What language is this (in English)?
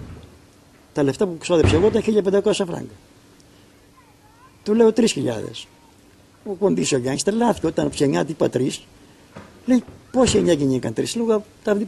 Greek